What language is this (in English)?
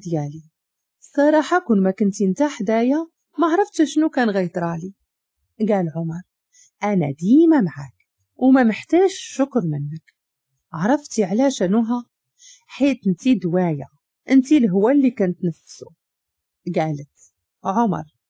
Moroccan Arabic